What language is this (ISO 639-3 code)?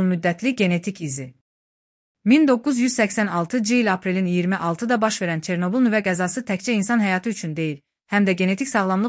aze